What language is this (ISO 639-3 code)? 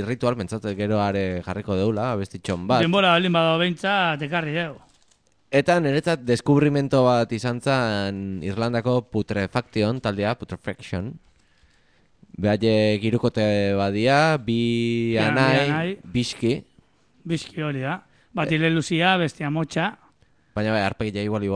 eus